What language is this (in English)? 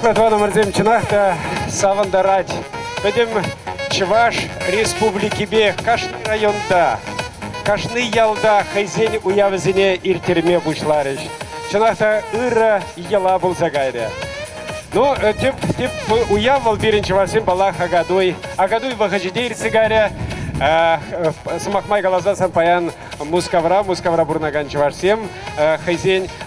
Chuvash